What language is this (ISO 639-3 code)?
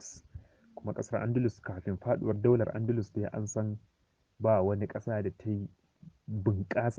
hau